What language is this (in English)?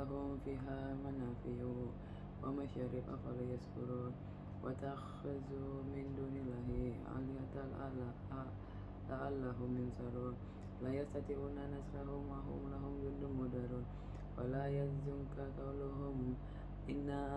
Arabic